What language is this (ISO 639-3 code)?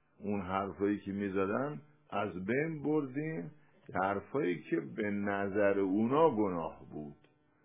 fas